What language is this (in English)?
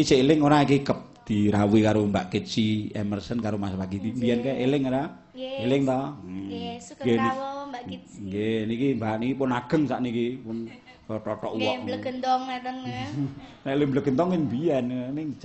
Javanese